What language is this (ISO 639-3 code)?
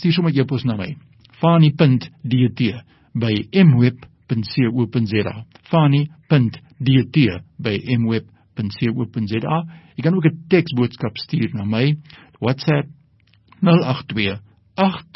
afr